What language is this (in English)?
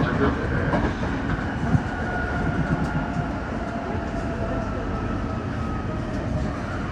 Japanese